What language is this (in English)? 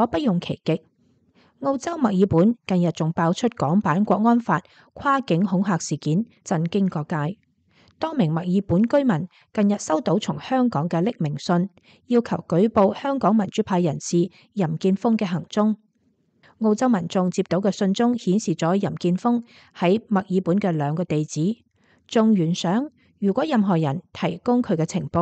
Cantonese